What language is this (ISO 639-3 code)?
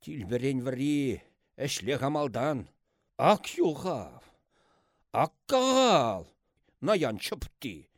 chv